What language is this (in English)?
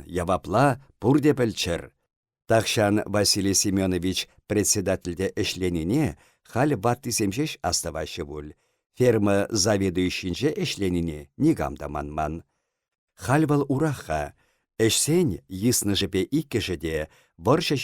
Chuvash